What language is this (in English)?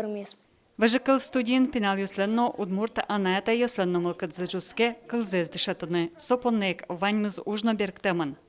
Udmurt